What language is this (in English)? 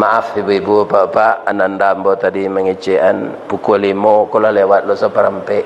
Minangkabau